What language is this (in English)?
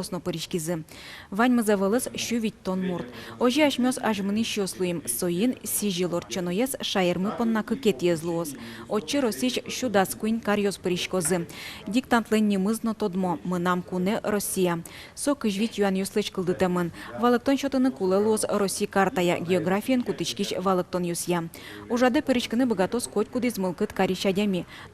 Udmurt